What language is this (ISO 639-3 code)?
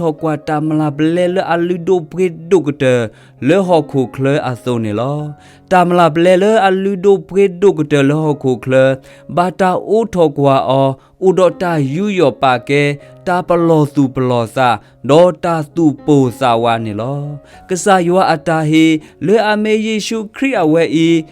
ksw